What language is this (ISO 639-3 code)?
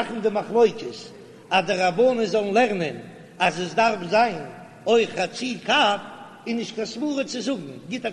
yid